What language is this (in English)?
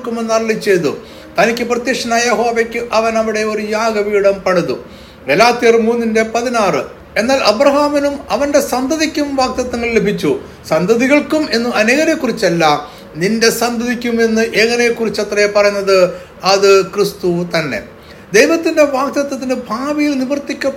Malayalam